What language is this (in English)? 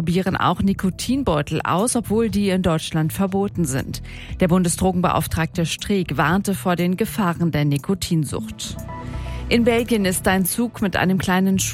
German